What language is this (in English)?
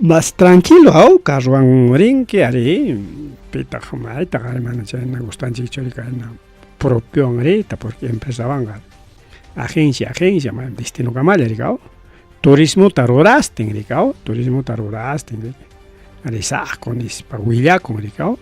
Ayacucho Quechua